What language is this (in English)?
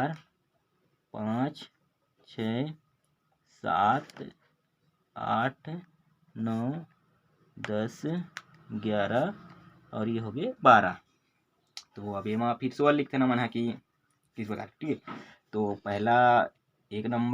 Chhattisgarhi